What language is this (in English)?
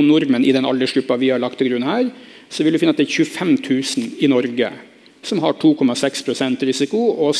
Norwegian